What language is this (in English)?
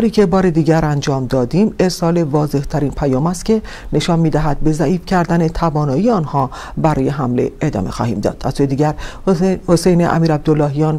Persian